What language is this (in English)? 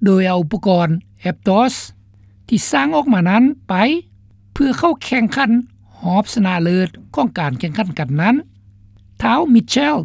Lao